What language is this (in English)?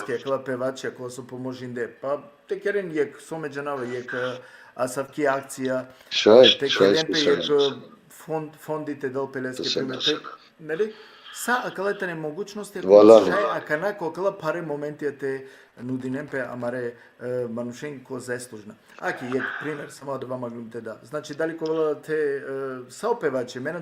Balkan Romani